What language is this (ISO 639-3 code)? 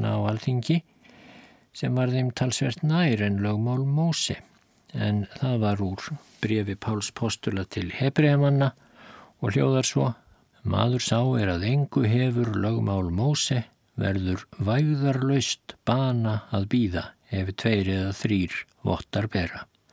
isl